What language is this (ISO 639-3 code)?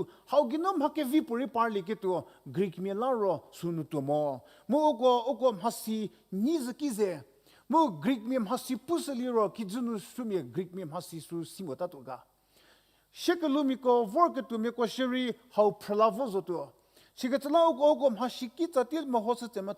njm